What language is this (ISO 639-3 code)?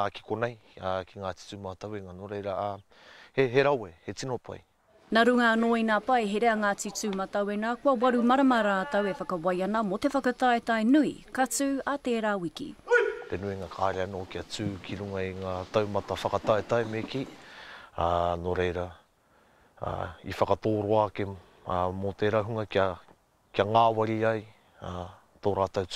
mri